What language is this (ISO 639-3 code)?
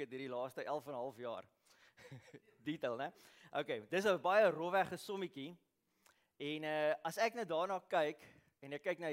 afr